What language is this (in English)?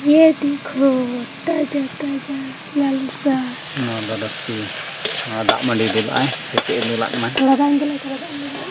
Santali